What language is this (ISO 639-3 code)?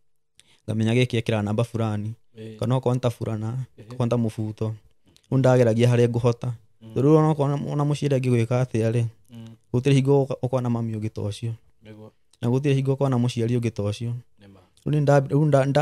kik